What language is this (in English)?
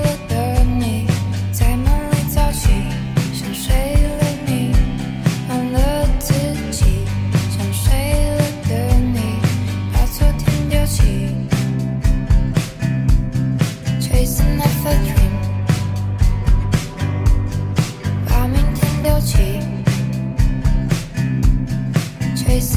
Chinese